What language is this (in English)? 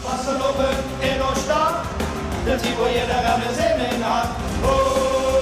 Limburgish